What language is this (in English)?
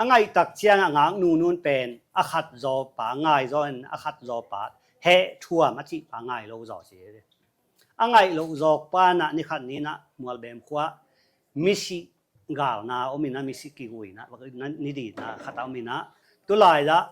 Tedim Chin